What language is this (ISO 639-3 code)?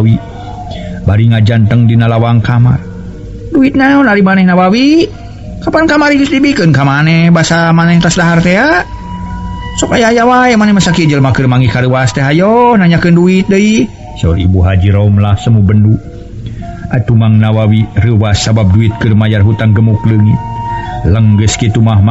sun